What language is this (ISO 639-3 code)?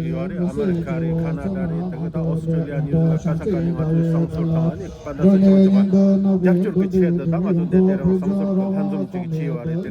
bod